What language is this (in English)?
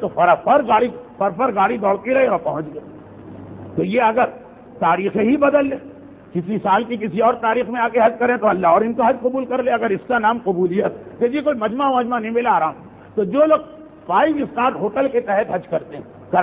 Urdu